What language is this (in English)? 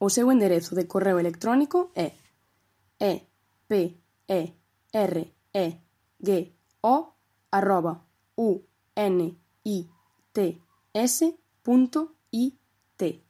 Galician